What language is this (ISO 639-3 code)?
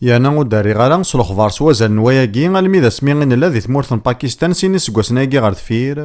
kab